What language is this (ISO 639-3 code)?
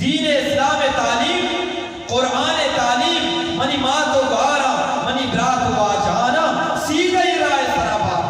bgp